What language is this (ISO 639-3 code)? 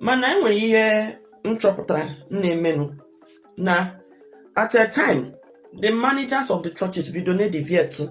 ibo